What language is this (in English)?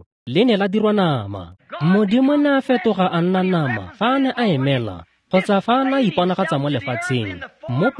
Tswana